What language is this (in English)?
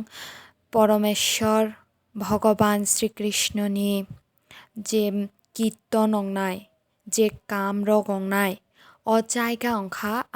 Kok Borok